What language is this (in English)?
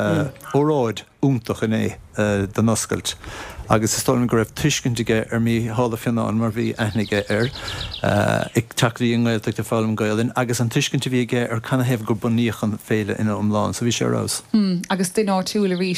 Irish